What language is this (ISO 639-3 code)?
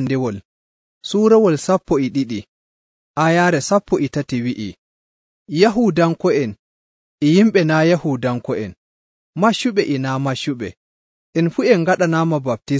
fuv